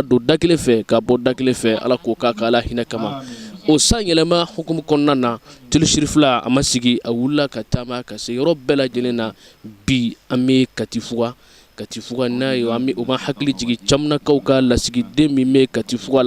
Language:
Bambara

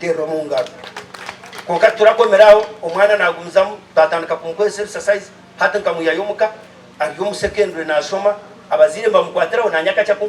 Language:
Nyankole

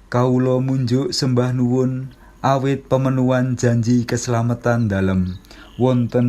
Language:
Javanese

